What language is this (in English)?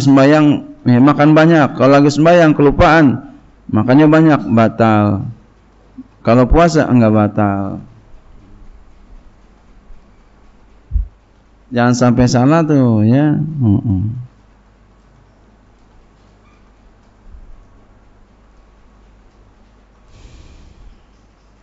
Indonesian